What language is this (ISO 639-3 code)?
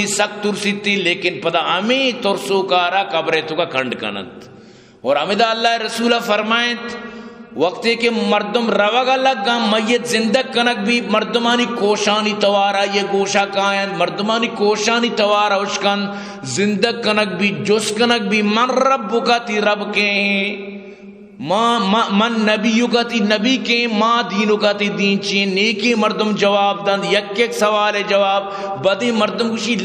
bgp